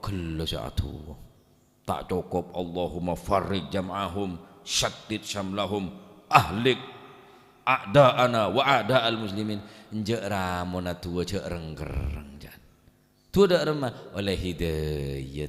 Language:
Madurese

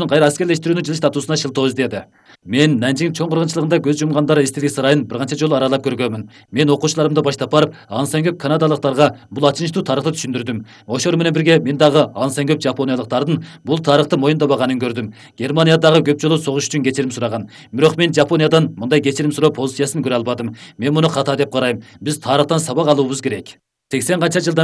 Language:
Kyrgyz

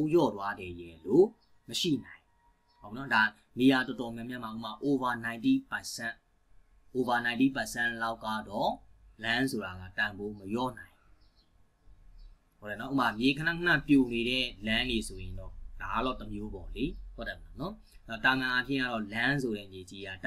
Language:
Burmese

